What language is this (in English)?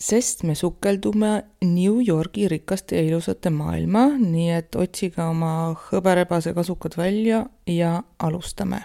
Estonian